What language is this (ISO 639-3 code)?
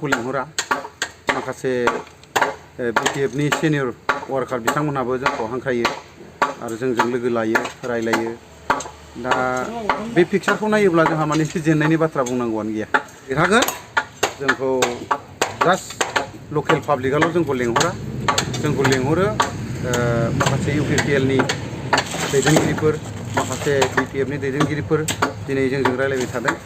brx